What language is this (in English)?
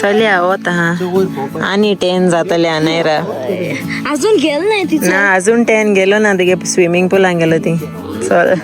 Konkani